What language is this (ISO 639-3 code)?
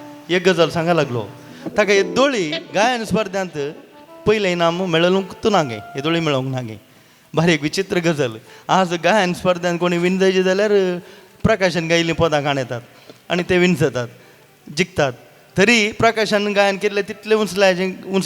kok